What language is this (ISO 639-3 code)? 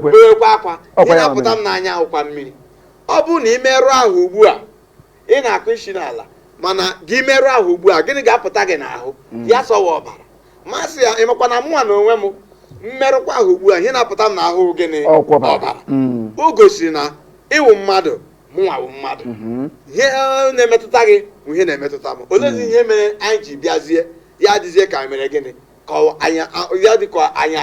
ibo